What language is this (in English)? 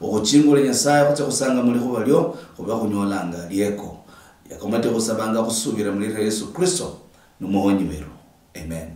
Luyia